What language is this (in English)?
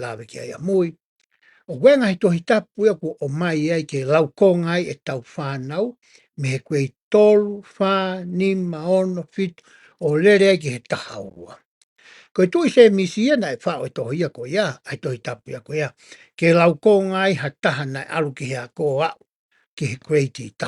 Tongan